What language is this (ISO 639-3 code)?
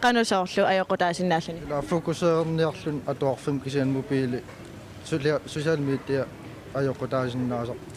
kal